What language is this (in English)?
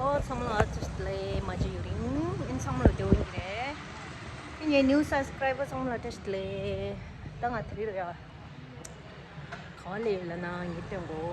Tibetan